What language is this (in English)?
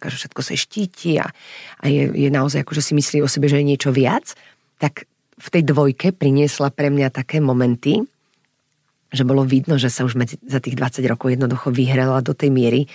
Slovak